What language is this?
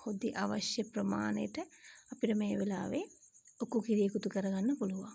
Sinhala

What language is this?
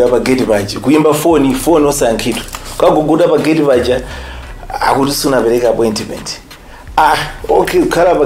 Nyanja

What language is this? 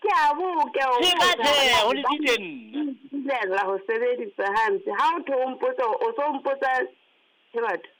Southern Sotho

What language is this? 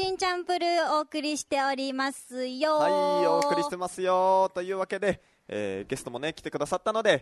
Japanese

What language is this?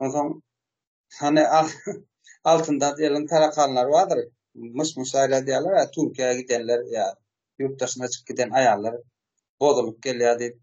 Turkmen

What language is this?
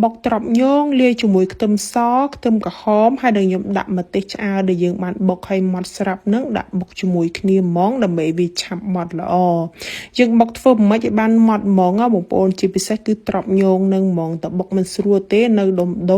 Khmer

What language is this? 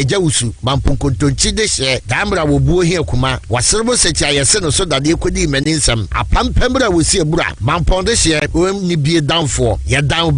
Akan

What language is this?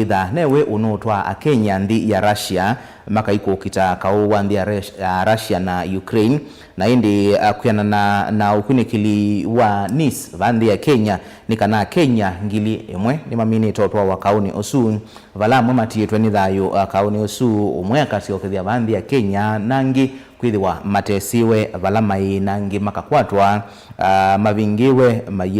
Kamba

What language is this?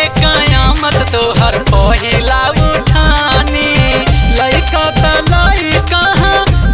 Bhojpuri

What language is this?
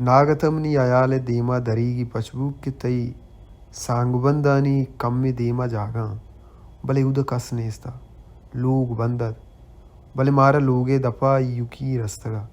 Baluchi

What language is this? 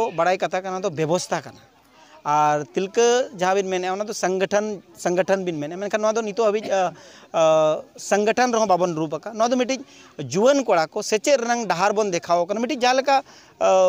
Santali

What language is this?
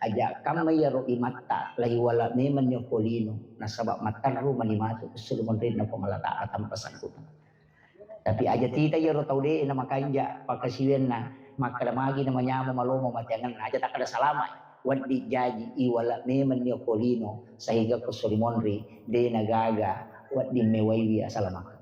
Buginese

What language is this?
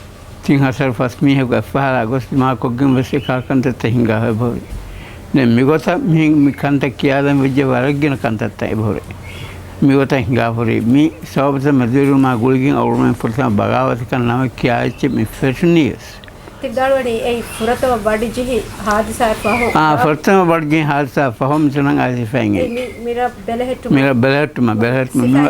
Divehi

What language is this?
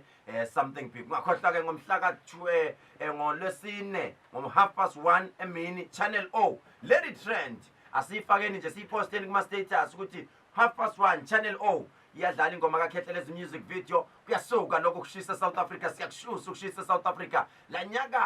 Zulu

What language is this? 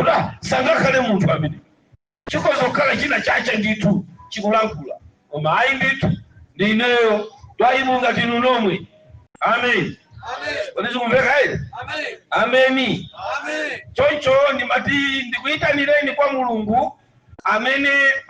Nyanja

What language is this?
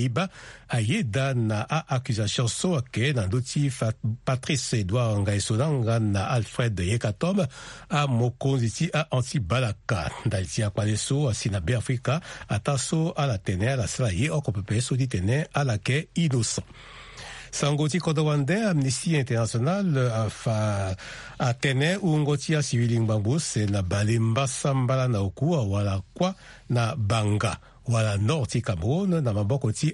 Sango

